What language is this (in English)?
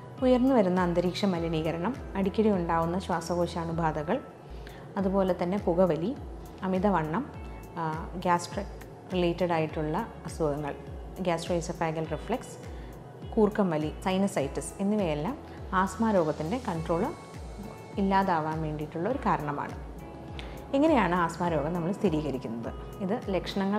Malayalam